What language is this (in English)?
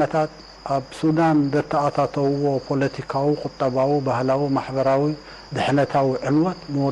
Tigrinya